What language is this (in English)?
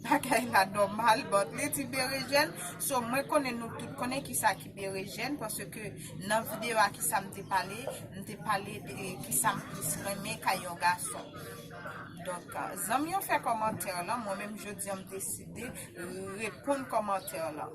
Haitian Creole